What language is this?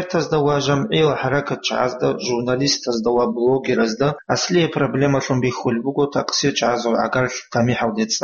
Avaric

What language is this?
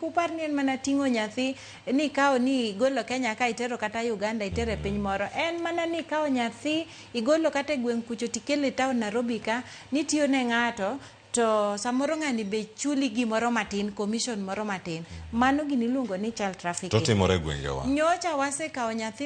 Luo (Kenya and Tanzania)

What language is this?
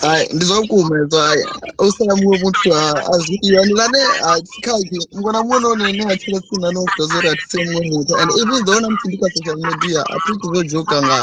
Venda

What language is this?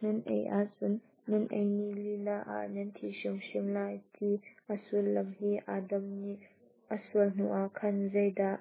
Hakha Chin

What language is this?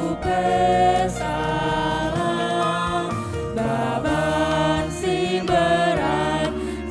Batak Karo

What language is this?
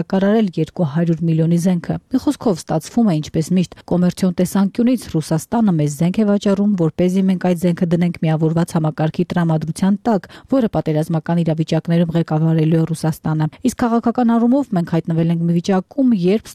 Armenian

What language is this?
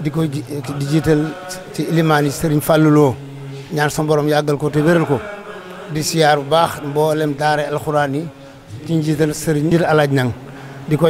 Wolof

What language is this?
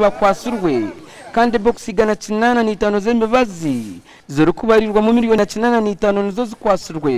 Nyankole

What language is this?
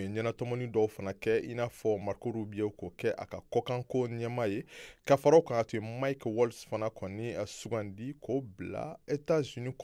Bambara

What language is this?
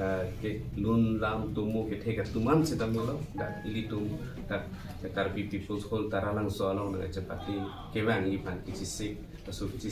Karbi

